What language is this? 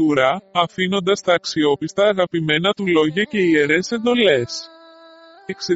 Greek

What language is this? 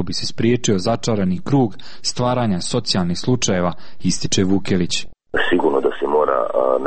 Croatian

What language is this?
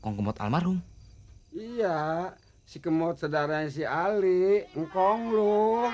Betawi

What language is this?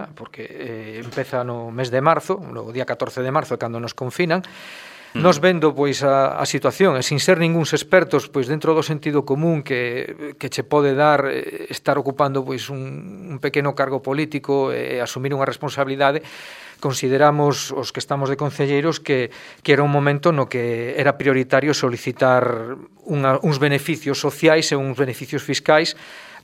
Galician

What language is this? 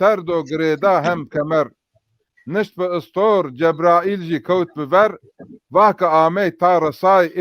Zaza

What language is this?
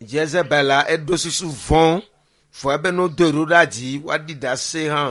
Ewe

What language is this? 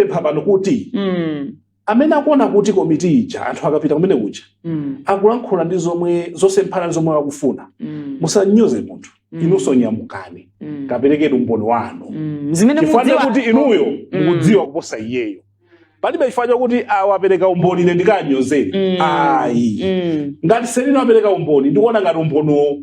Nyanja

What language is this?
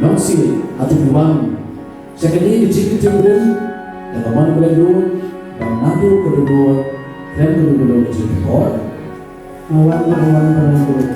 Khasi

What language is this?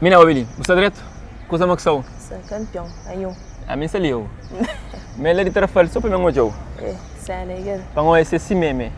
Kabuverdianu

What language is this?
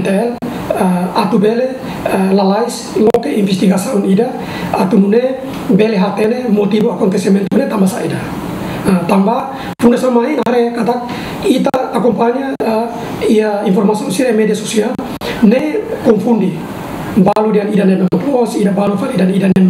Tetum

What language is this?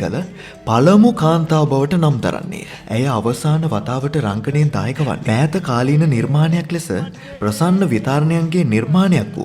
Sinhala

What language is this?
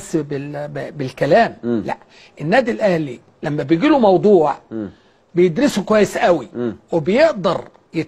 Egyptian Arabic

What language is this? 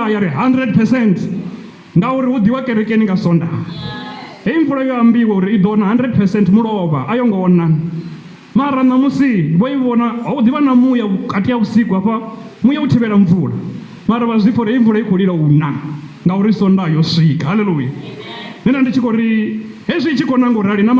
Venda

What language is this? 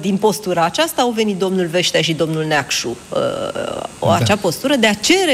Romanian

